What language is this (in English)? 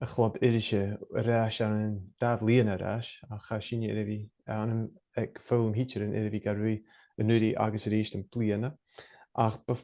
Scottish Gaelic